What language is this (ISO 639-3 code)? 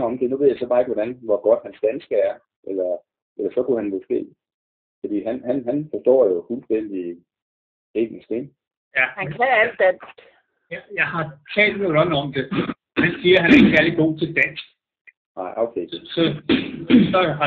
dan